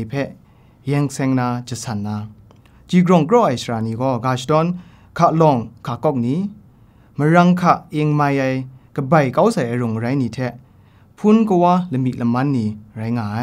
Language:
Kachin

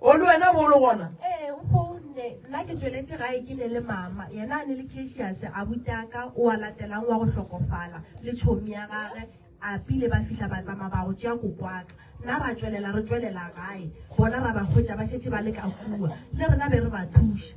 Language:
Northern Sotho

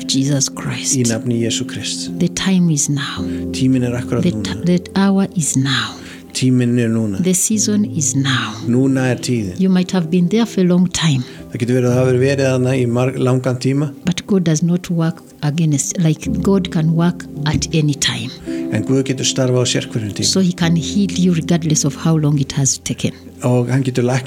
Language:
Icelandic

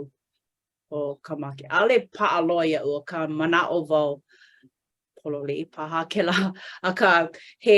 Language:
Hawaiian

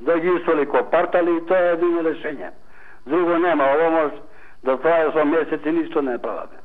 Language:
Macedonian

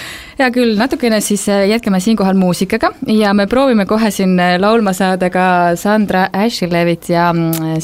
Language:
Estonian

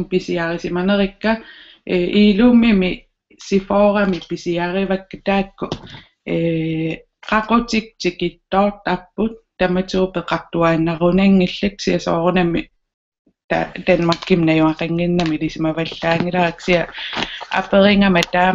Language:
Kalaallisut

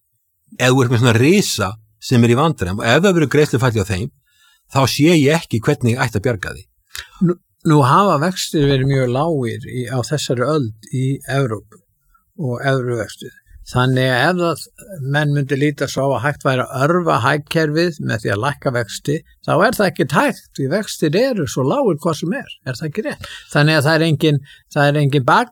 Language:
Icelandic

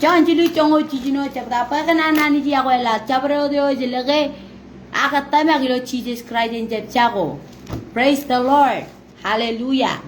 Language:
Marshallese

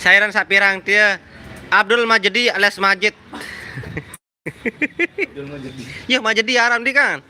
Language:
Sasak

